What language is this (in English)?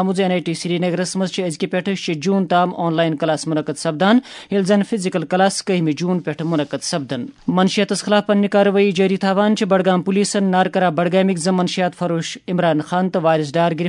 Kashmiri